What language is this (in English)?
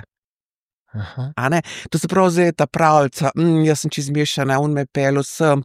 Slovenian